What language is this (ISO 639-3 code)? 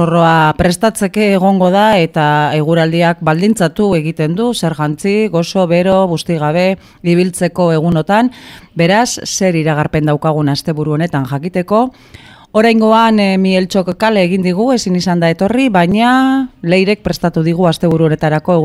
eus